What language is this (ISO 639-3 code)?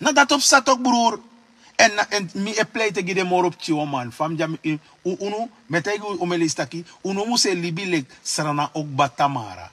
srn